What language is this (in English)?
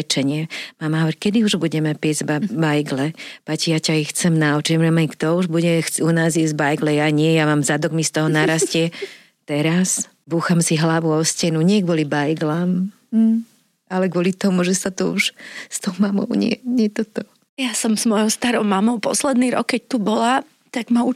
Slovak